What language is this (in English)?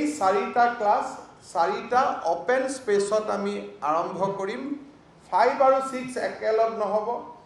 Assamese